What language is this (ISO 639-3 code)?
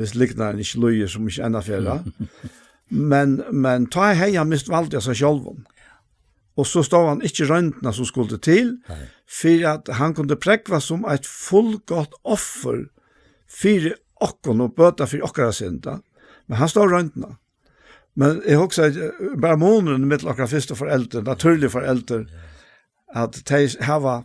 fao